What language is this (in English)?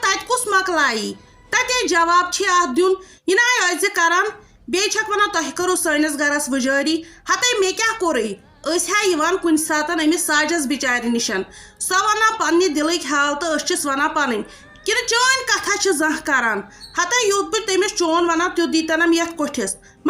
Kashmiri